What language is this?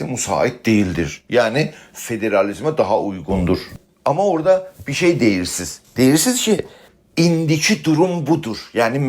South Azerbaijani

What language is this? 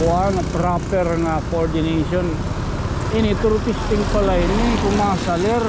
Waray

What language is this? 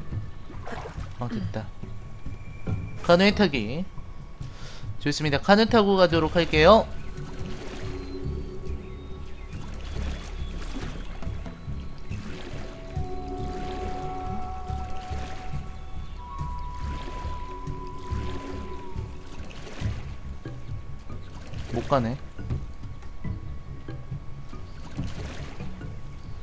Korean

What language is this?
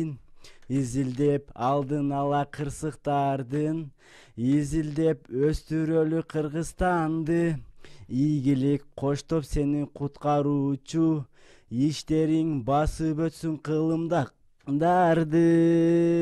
Kyrgyz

